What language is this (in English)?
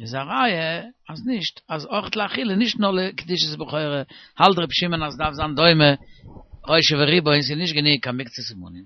Yiddish